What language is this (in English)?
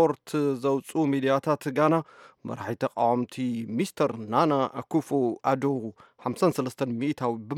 Tigrinya